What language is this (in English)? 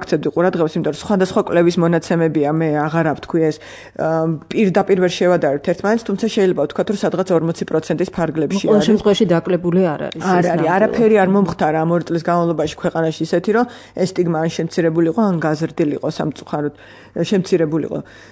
Georgian